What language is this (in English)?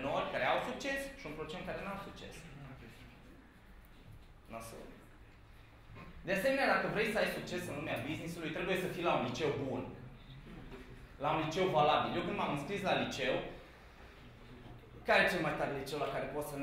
Romanian